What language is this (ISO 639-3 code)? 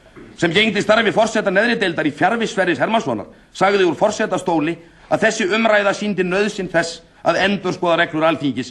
isl